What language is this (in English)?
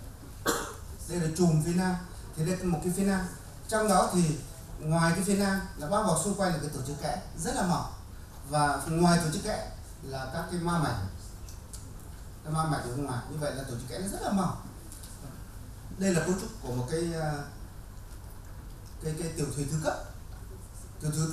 Vietnamese